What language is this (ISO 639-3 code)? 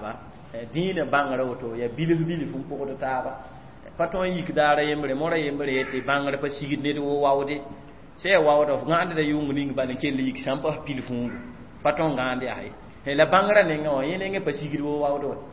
mos